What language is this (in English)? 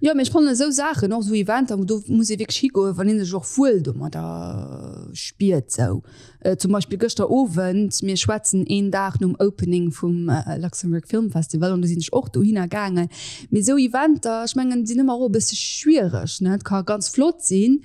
Luxembourgish